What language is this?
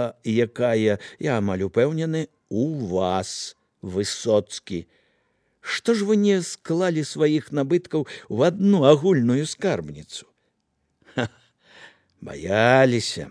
Belarusian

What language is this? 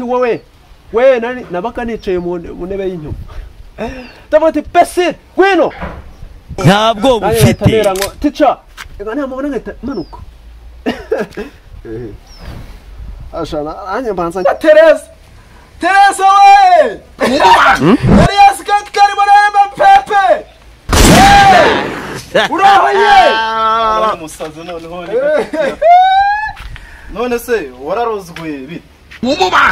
Kinyarwanda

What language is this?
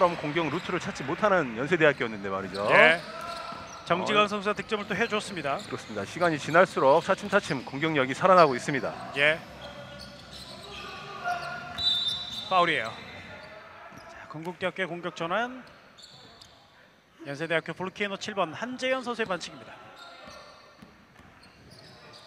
Korean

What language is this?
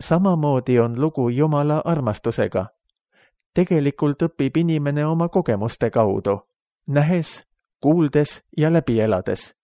Estonian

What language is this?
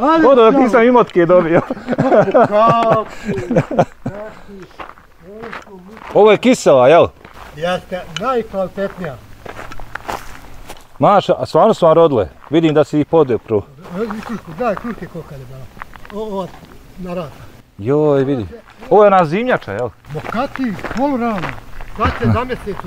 Bosnian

